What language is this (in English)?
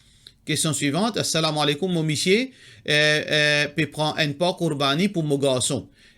Morisyen